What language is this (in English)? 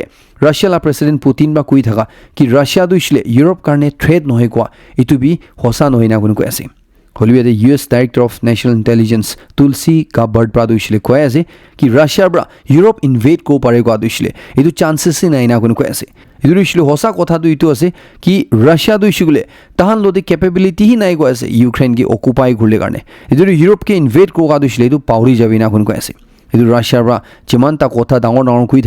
Naga Pidgin